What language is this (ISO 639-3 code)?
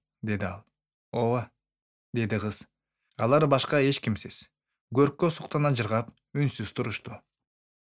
kir